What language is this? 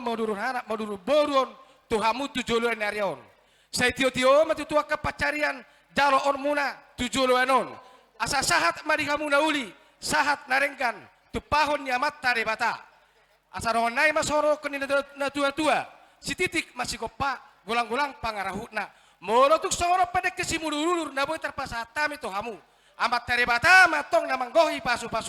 Batak Toba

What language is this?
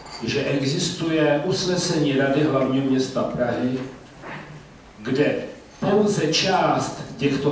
Czech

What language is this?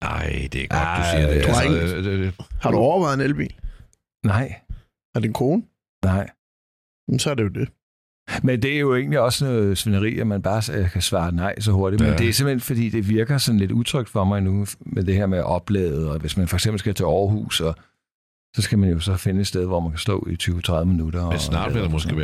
Danish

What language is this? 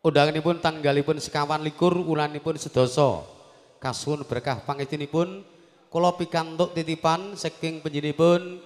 Javanese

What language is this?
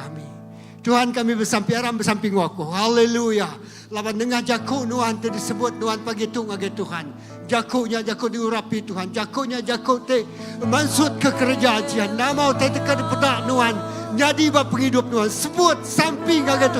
Iban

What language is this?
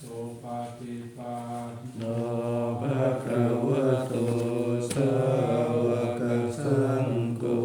Pali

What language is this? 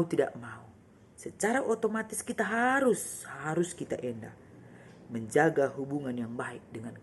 Batak Karo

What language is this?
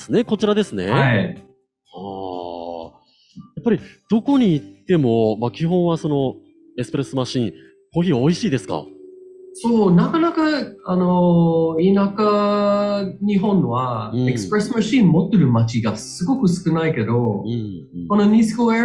Japanese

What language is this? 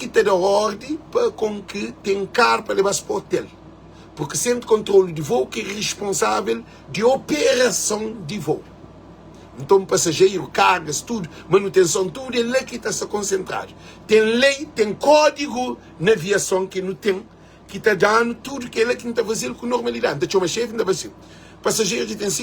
Kabuverdianu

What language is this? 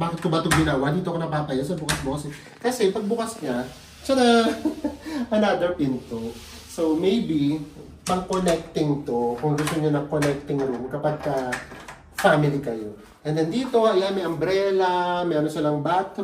Filipino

